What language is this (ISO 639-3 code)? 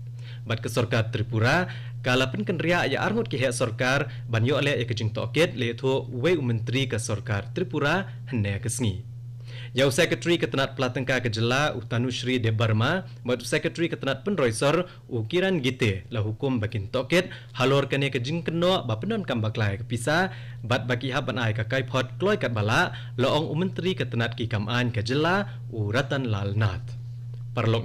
kha